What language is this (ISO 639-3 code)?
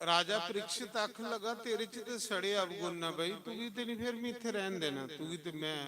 doi